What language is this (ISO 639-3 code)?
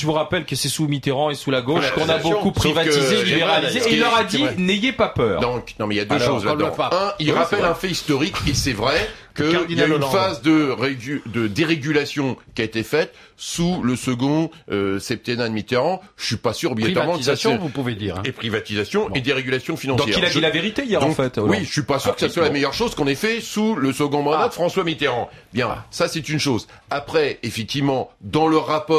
fra